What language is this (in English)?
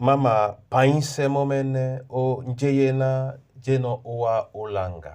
Duala